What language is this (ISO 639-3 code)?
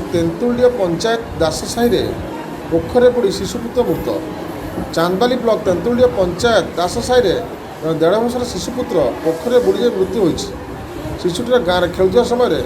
ori